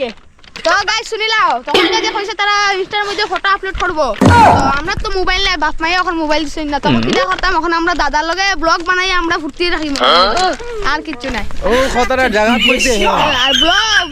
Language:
Sylheti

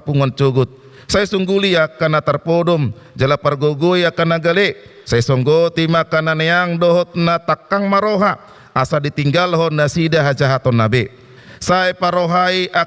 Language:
Batak Toba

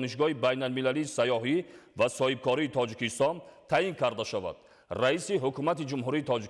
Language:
Tajik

